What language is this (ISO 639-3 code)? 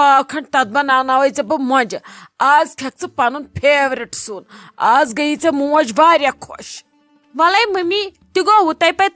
kas